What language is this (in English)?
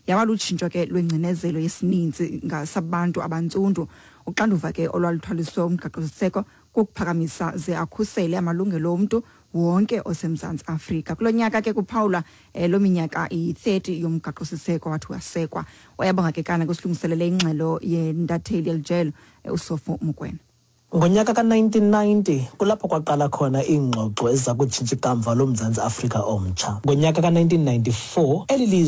Xhosa